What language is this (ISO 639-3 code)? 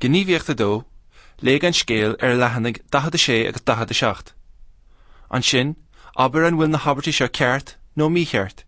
gle